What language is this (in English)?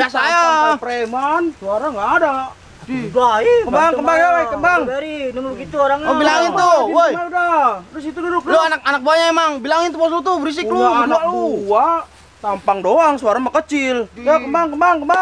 Betawi